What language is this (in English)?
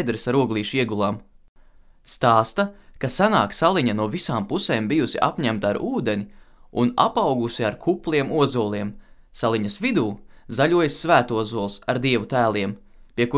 Latvian